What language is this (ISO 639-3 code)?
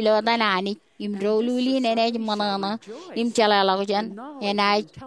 mah